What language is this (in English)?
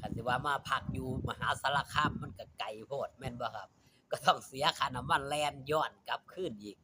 Northeastern Thai